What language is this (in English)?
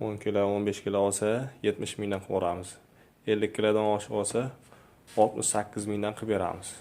Uzbek